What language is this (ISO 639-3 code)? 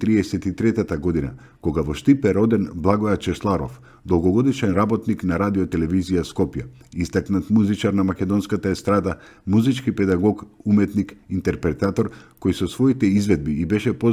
mkd